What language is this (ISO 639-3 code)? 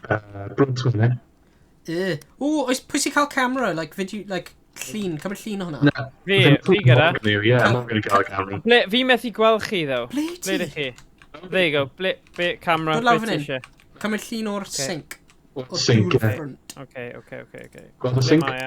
cym